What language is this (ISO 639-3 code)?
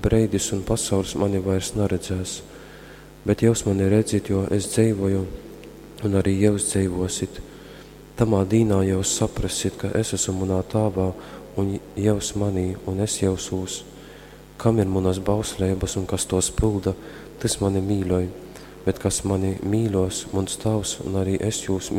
ltg